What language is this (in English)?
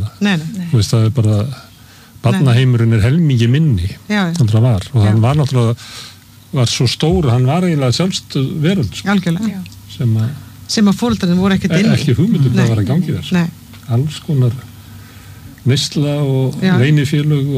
Icelandic